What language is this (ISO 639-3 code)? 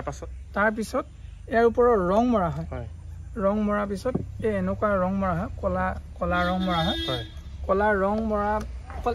asm